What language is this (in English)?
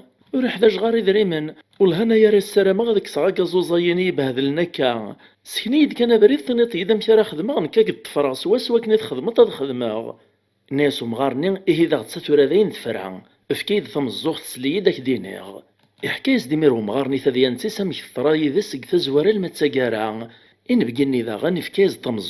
Kabyle